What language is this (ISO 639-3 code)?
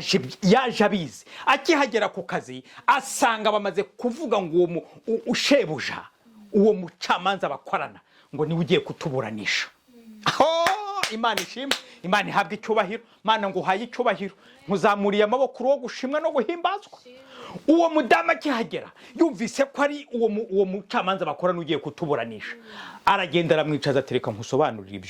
kin